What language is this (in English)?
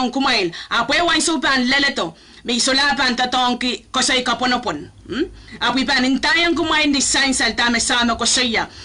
Pohnpeian